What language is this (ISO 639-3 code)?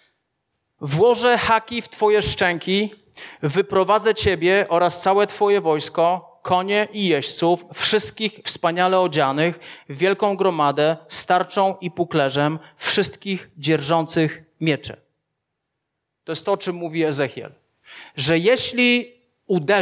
pol